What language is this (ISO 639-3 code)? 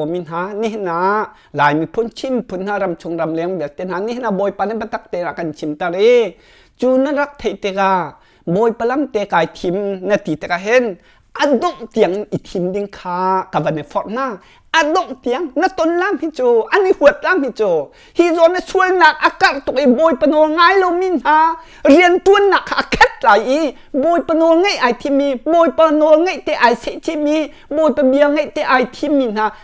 cnh